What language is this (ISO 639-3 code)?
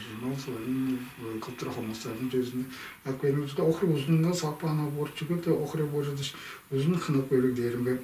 tyv